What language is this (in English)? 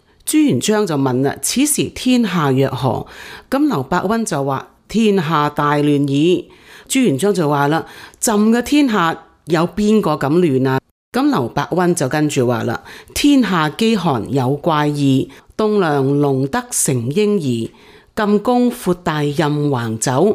Cantonese